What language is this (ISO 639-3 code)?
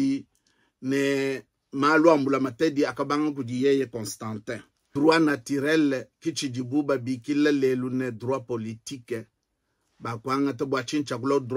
lua